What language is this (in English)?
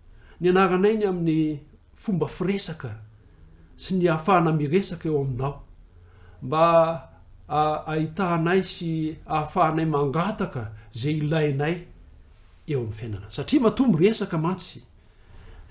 Malagasy